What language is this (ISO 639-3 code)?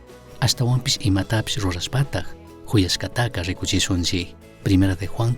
qug